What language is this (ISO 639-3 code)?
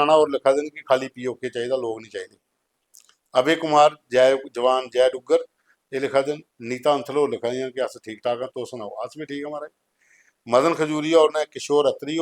doi